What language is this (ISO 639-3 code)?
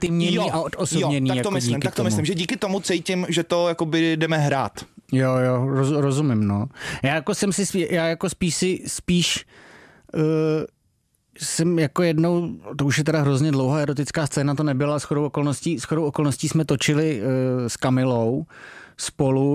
ces